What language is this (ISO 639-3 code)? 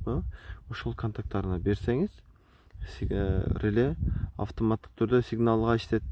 kir